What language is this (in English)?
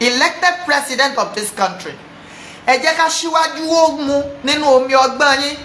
Yoruba